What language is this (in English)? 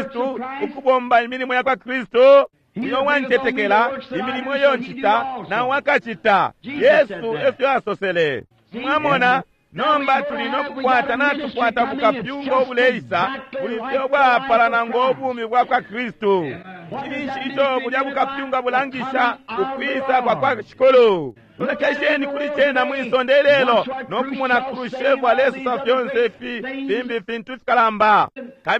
Bemba